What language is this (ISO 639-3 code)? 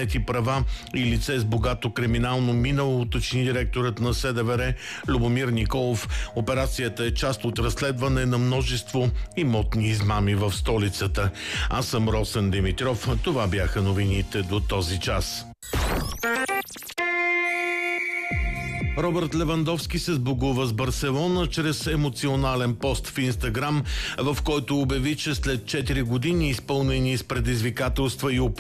bul